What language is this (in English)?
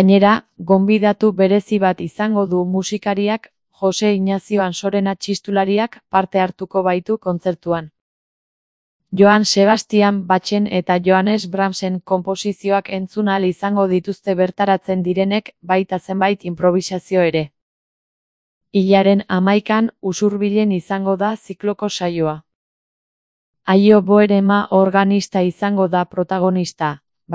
Basque